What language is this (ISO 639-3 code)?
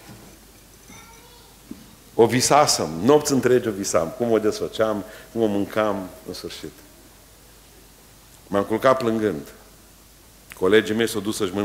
ron